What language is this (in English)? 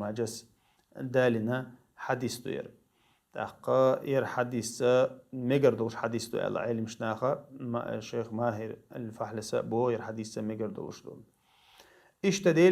Chechen